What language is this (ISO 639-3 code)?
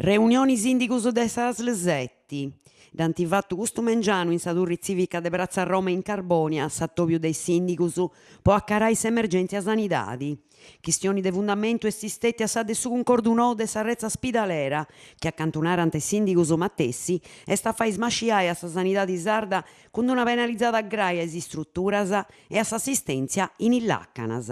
srd